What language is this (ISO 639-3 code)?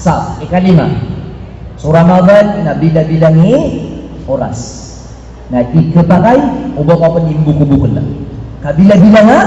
mrw